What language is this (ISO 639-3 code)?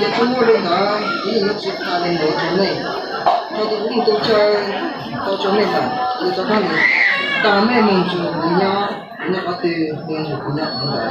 hmn